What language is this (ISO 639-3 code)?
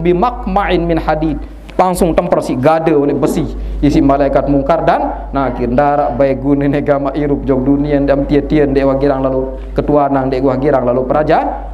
sas